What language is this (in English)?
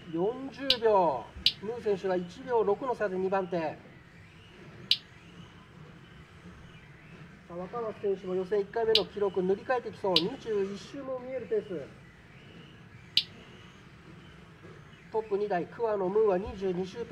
Japanese